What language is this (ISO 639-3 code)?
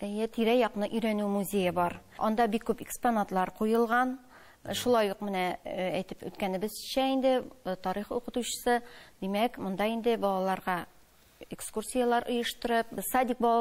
tat